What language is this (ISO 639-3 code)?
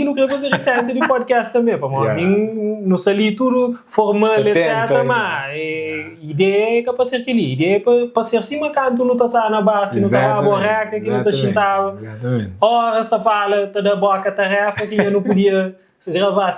kea